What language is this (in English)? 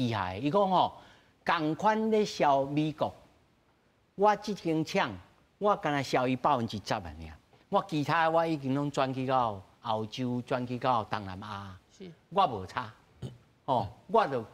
Min Nan Chinese